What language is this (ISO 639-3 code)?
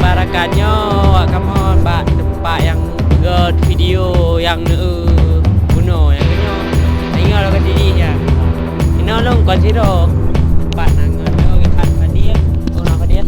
ace